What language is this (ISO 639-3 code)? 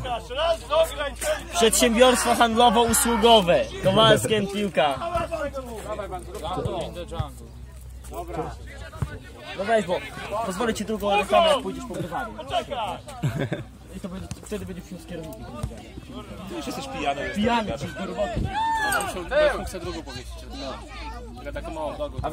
pol